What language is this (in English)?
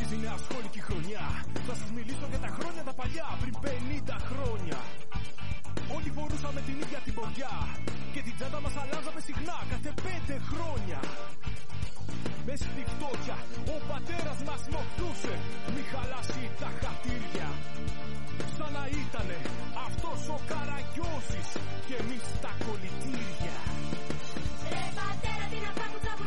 Greek